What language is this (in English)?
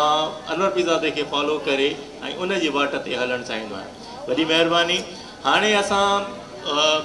Sindhi